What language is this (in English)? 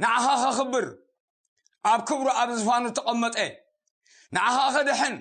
Tigrinya